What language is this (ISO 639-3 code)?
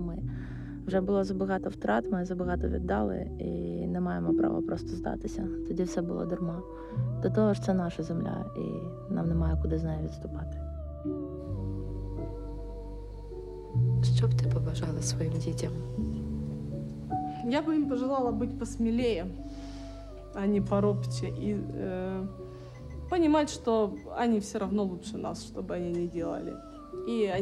ukr